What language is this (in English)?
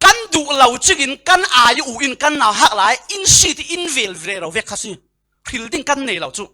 Falam Chin